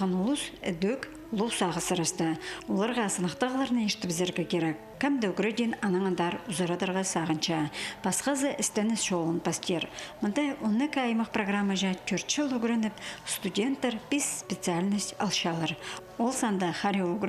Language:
Khakas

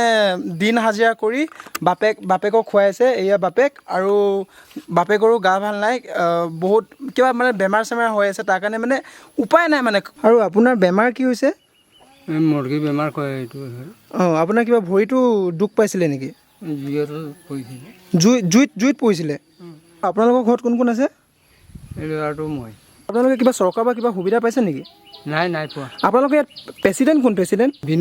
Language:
Assamese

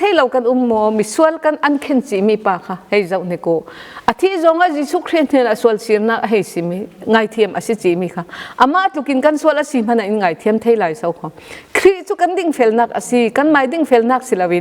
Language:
Falam Chin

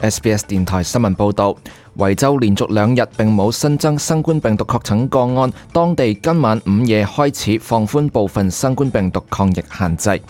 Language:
Cantonese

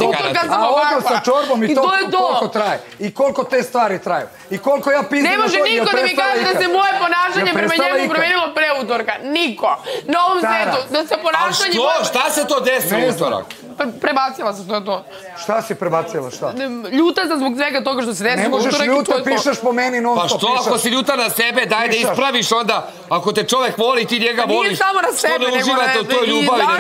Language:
Serbian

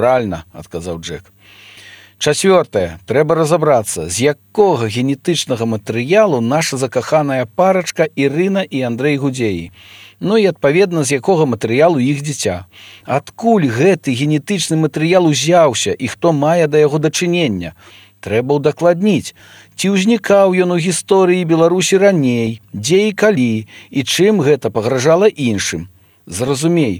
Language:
Belarusian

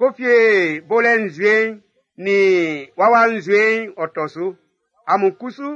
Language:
Baoulé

